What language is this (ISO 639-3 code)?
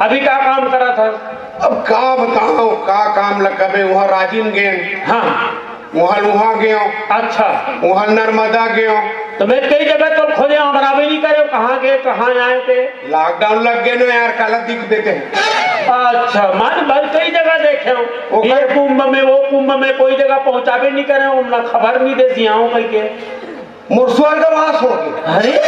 hne